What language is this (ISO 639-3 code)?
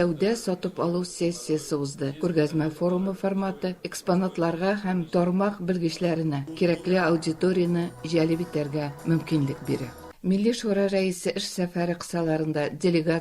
tat